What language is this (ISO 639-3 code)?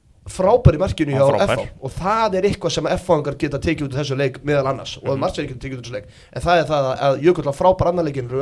isl